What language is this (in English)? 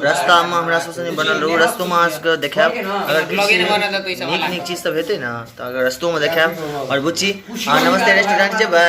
Maithili